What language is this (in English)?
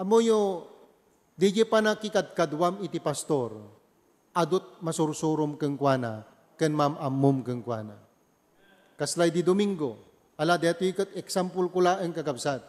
Iloko